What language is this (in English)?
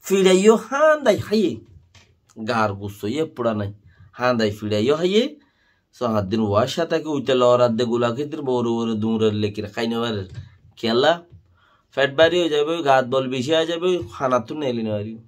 Rohingya